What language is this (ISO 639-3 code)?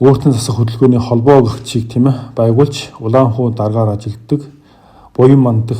mon